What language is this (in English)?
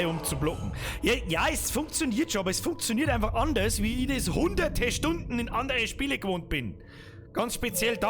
Bavarian